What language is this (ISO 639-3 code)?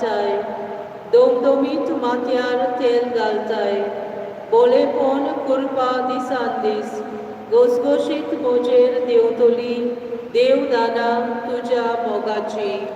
kok